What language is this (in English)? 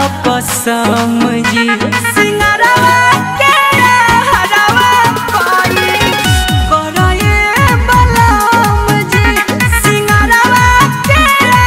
Bhojpuri